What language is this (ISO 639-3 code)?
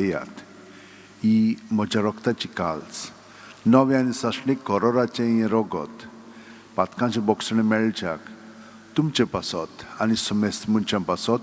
kok